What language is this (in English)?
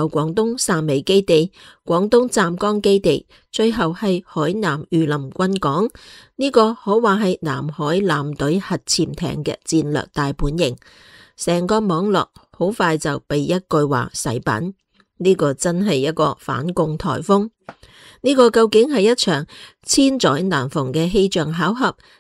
Cantonese